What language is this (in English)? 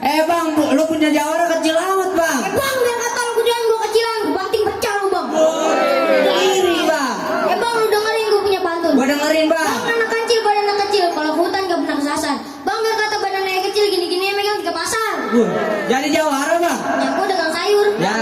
Betawi